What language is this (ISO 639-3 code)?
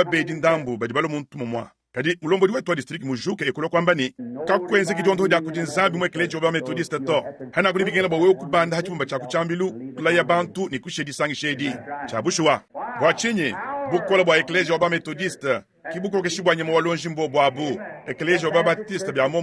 lua